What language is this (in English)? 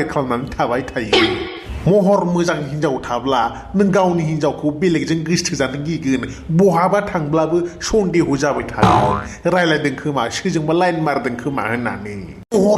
Bodo